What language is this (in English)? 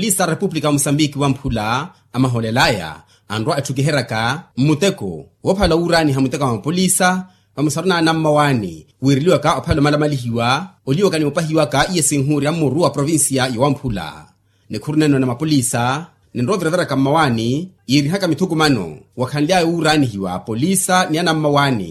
Makhuwa